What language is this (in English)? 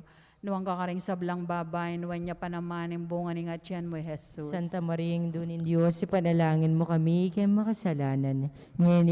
Pampanga